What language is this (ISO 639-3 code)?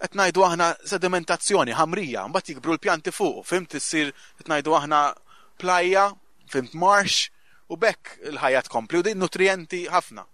mlt